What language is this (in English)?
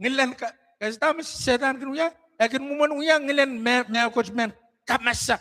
Pohnpeian